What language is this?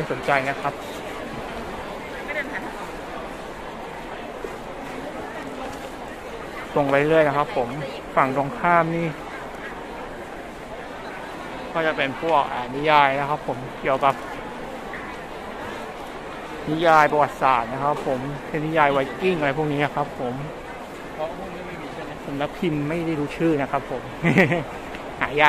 Thai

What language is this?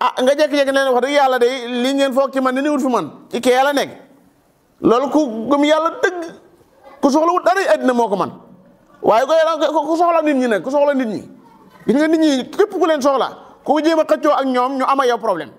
Wolof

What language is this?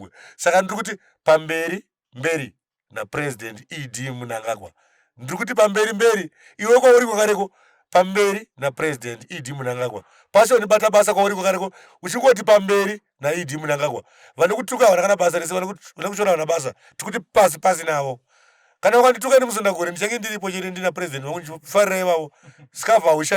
Shona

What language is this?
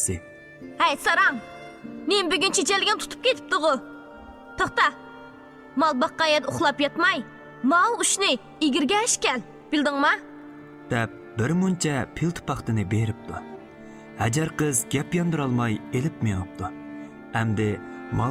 Uyghur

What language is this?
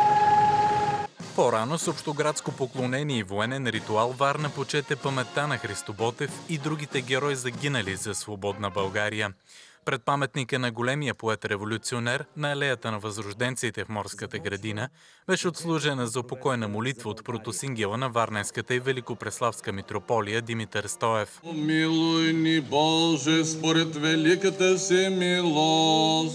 Bulgarian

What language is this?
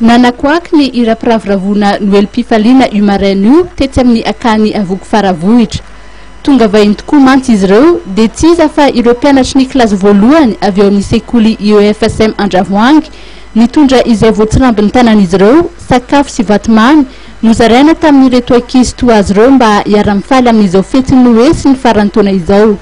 Malagasy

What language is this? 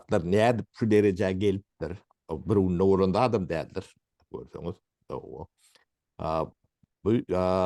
Turkmen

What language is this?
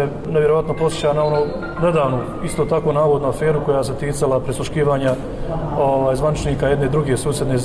Bosnian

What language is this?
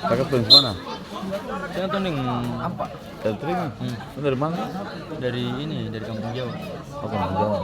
Ambonese Malay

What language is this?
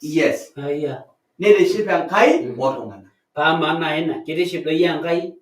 Masai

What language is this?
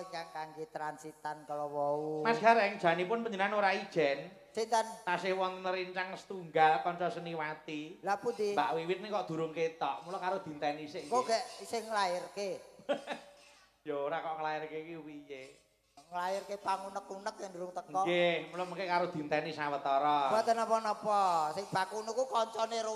Javanese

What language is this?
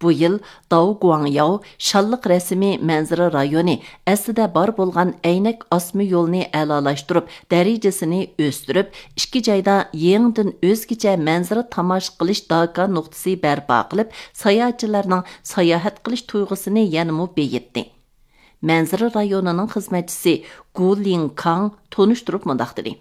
Uyghur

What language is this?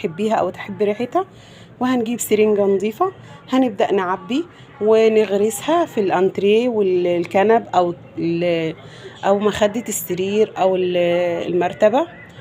Egyptian Arabic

